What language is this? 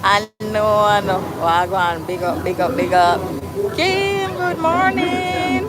Jamaican Creole English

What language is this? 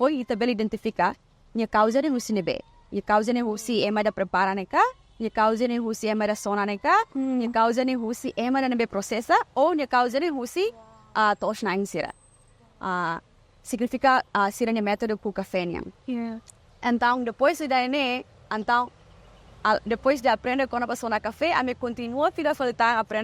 Tetum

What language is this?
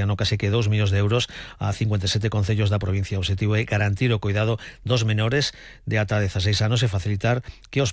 Galician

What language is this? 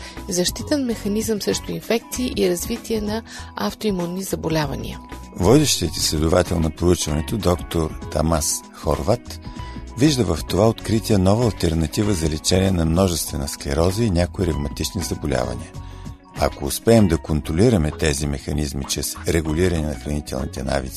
Bulgarian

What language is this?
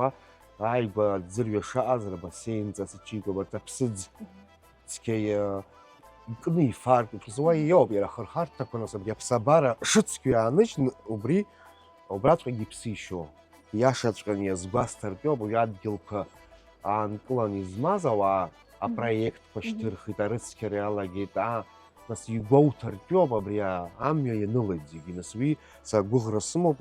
Abkhazian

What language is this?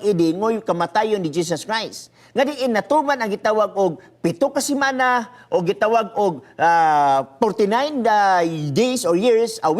Cebuano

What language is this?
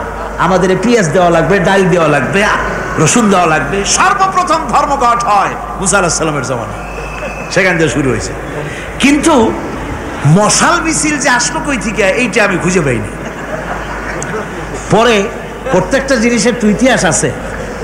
Bangla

